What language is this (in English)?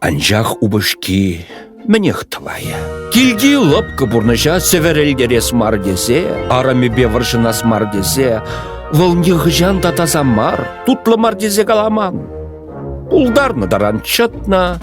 Chuvash